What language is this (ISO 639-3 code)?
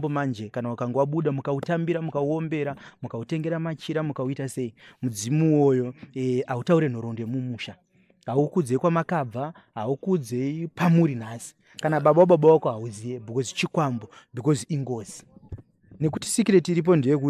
sna